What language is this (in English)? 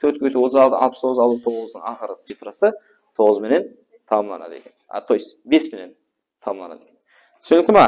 Kara-Kalpak